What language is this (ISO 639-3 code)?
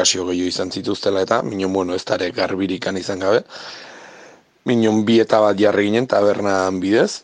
eus